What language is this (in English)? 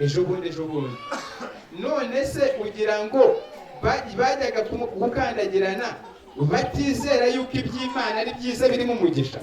Kinyarwanda